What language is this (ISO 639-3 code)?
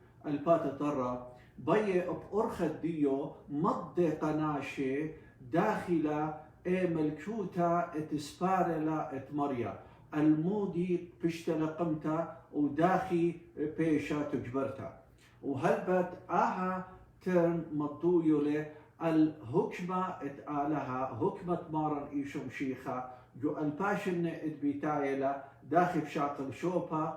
aii